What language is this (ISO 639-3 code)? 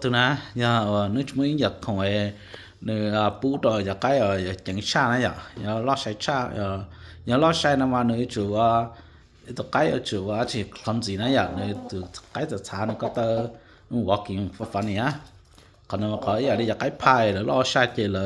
hmn